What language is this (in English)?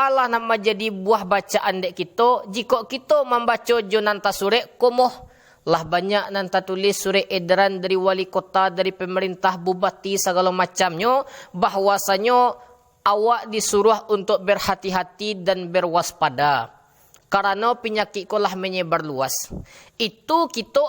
Minangkabau